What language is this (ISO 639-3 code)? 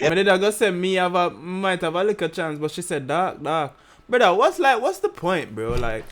jam